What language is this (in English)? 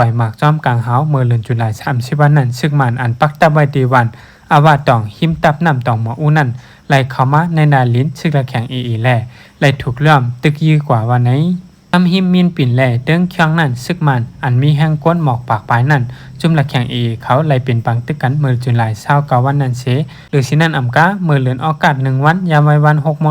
Shan